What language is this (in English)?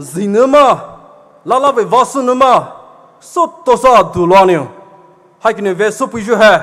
Poumei Naga